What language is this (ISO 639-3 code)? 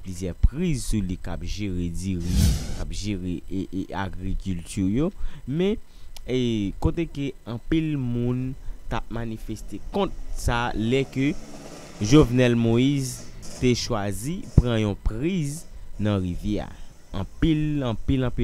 hat